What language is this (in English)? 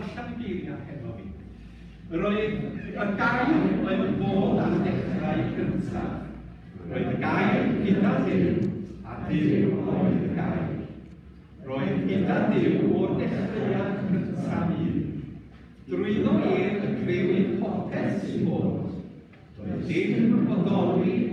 Welsh